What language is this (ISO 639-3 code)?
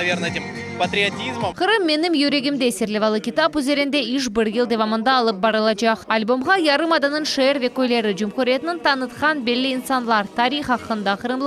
crh